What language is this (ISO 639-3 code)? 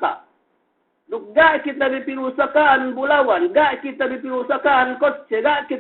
yka